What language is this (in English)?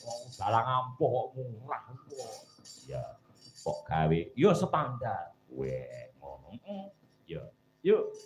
Javanese